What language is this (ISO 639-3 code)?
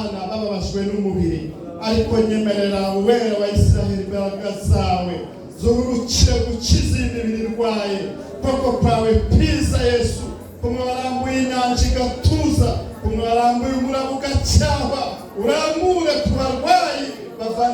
kin